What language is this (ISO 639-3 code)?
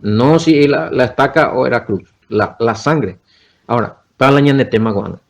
grn